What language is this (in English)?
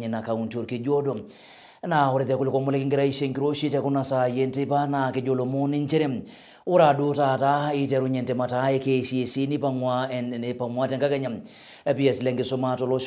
Masai